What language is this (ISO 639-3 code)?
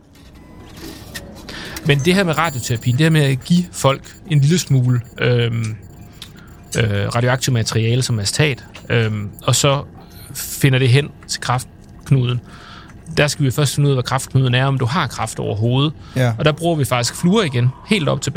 dan